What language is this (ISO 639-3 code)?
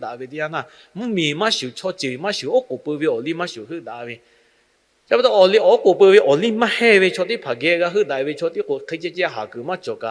lhu